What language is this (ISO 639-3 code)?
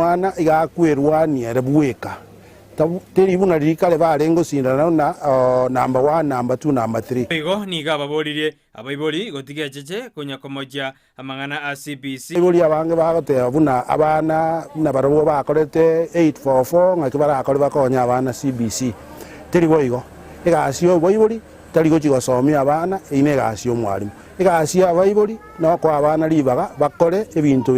guz